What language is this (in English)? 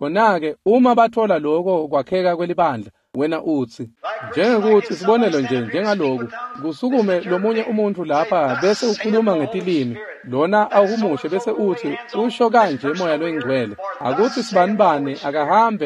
Swati